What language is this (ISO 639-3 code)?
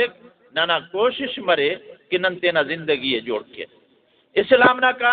brh